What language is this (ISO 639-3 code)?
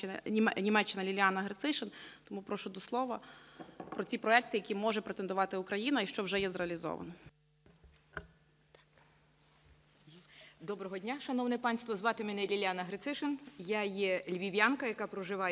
ukr